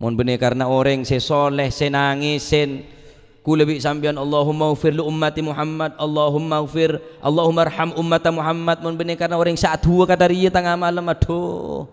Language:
Madurese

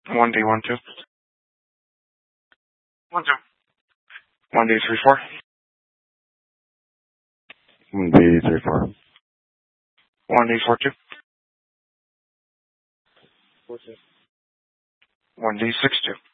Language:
English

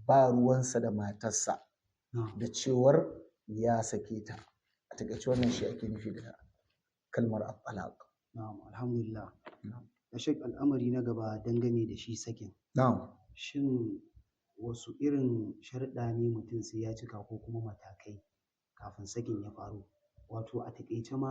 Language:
Hausa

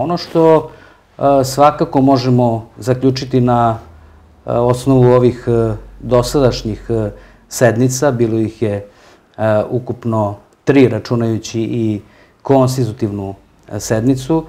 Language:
Serbian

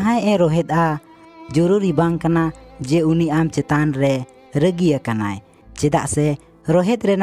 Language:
Santali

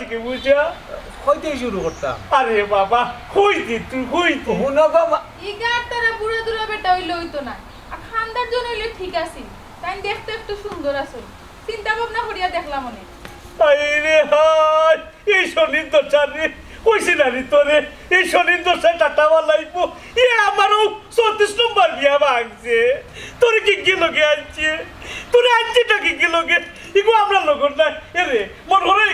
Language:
Sylheti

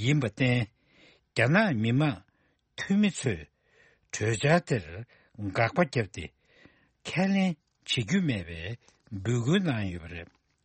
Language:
Tibetan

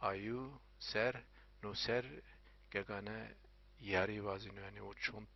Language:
Zaza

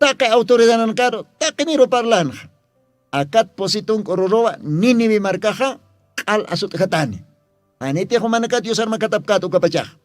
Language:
Aymara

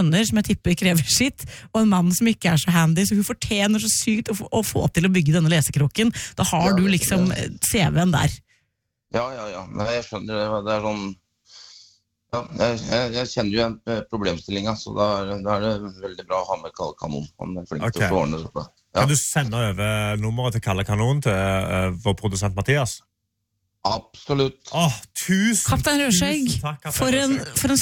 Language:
Norwegian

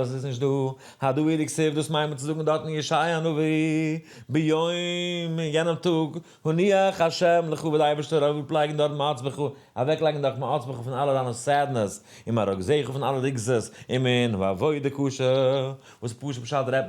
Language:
Yiddish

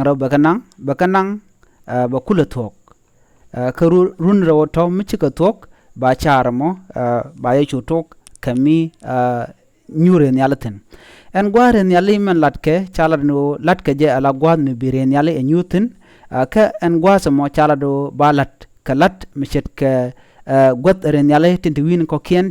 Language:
Nuer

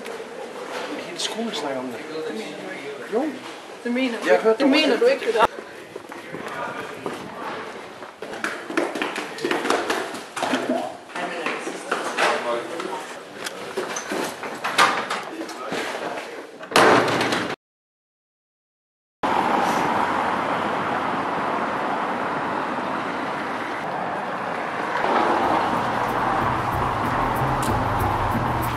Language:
Danish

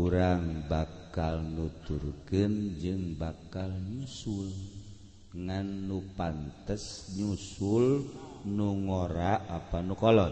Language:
Sundanese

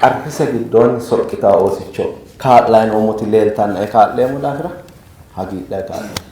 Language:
Sidamo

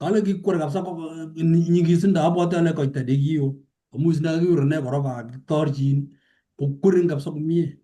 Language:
Kalenjin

